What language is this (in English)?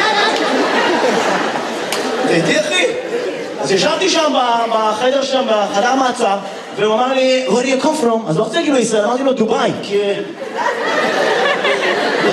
Hebrew